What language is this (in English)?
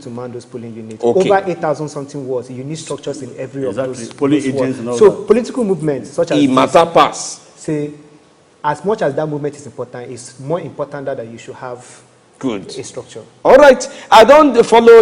Nigerian Pidgin